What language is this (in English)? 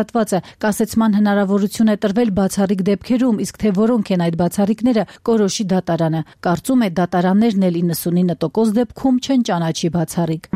Armenian